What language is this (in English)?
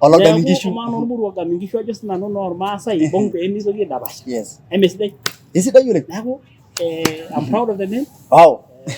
Masai